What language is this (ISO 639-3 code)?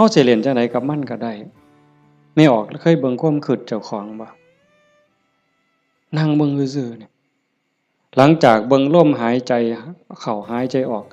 lao